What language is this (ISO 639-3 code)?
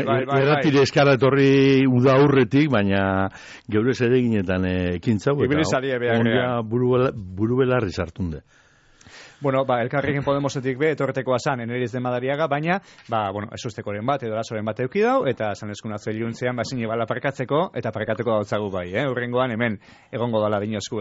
eus